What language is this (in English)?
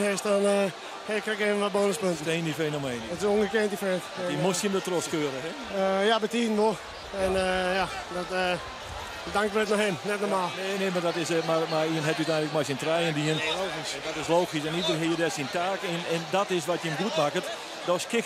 Western Frisian